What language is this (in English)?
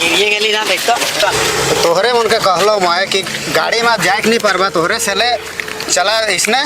Sadri